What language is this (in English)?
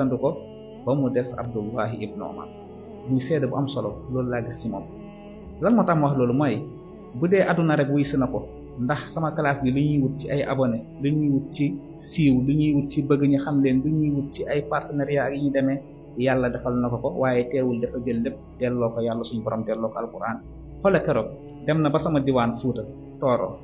Wolof